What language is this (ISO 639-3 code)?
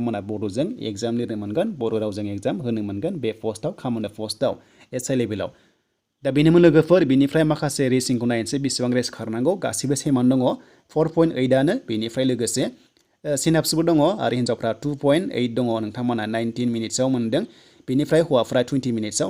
brx